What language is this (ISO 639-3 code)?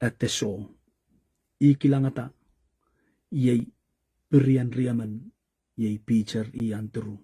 pon